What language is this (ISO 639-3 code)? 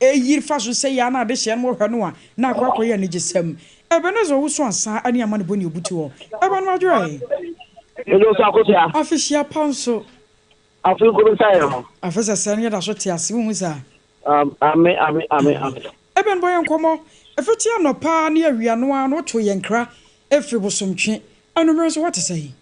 aka